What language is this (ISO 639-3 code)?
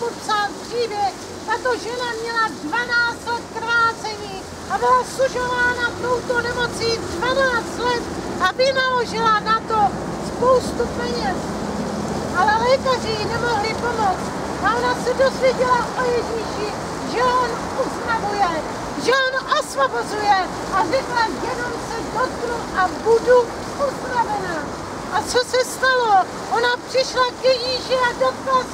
ces